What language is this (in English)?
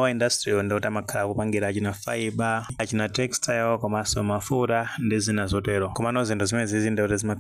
Nyanja